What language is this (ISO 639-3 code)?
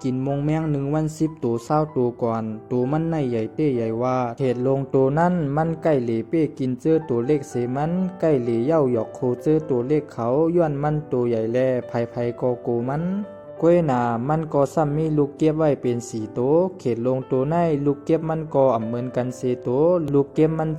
shn